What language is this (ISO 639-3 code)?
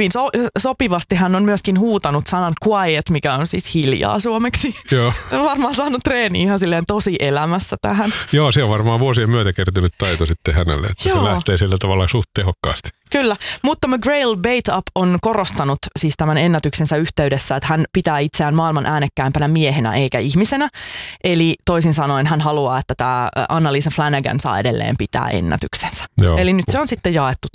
fin